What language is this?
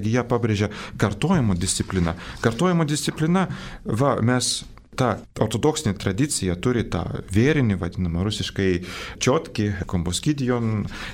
Lithuanian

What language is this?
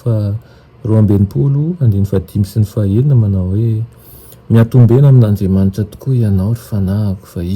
Malagasy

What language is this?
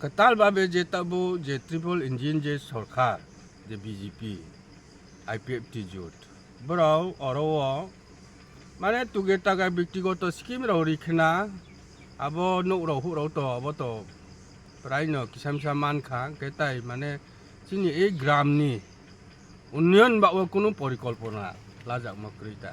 Kok Borok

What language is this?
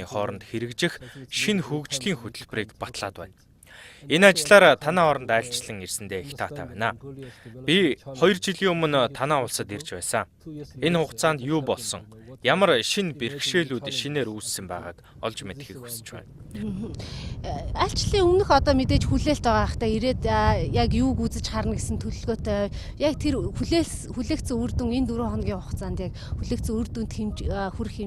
Mongolian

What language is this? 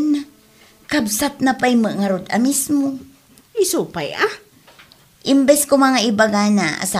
Iloko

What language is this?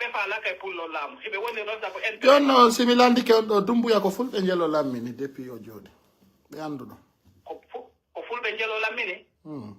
Pular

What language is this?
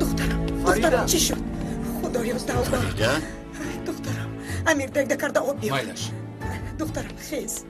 Tajik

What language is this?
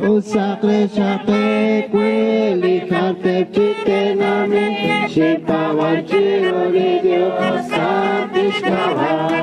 Kekchí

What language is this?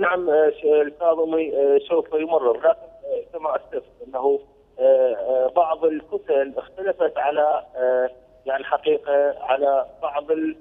Mesopotamian Arabic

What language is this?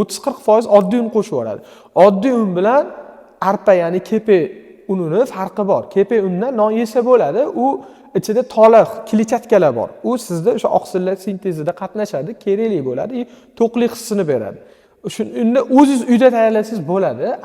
Uzbek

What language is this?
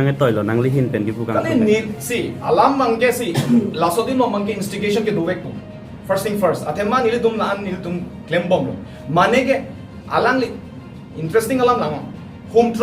Karbi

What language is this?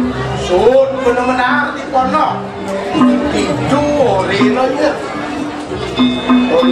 Balinese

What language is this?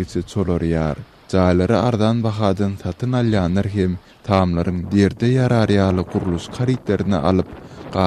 Turkmen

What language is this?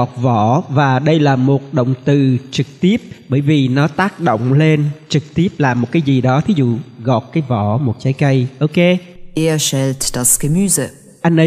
Vietnamese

